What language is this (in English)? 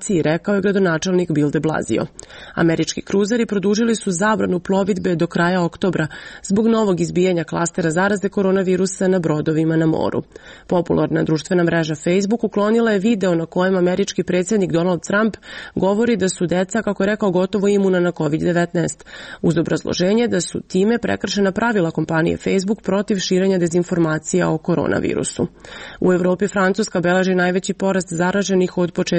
Serbian